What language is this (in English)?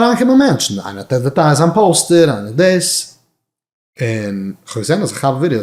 Yiddish